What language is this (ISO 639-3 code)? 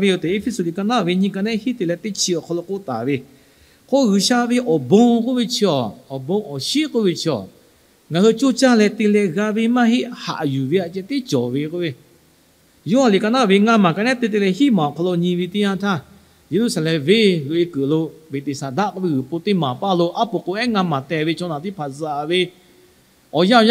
lhu